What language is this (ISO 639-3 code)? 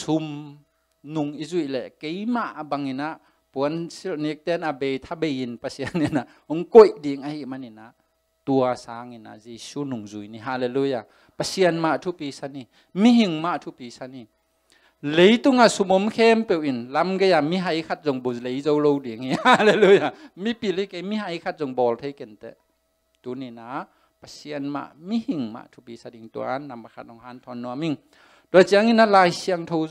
ctd